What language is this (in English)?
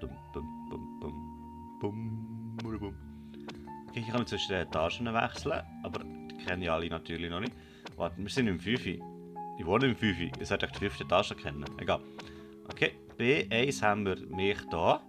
Swiss German